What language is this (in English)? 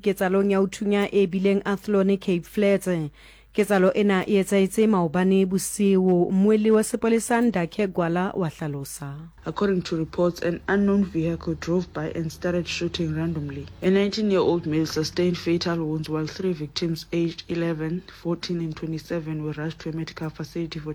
Southern Sotho